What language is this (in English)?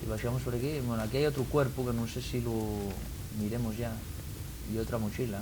Asturian